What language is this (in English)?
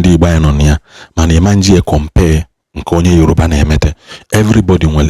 Igbo